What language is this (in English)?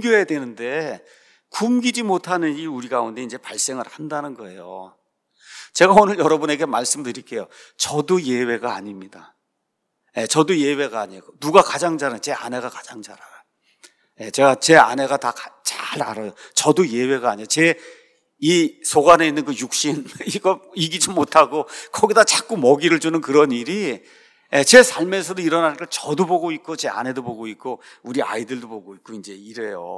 Korean